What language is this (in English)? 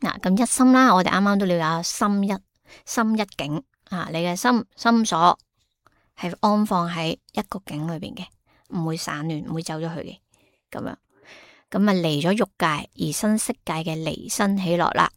Cantonese